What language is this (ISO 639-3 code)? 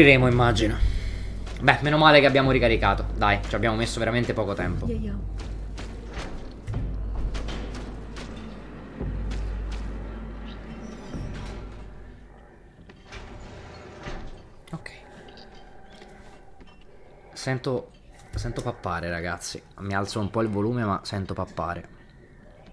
ita